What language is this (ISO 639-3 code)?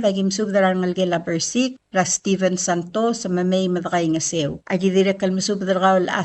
pau